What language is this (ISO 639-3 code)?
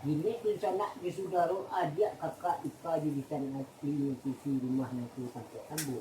min